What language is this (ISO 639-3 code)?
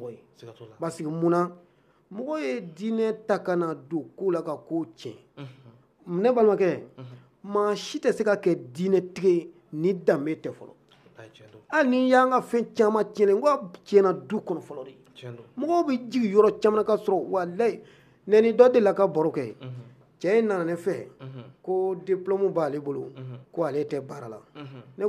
bam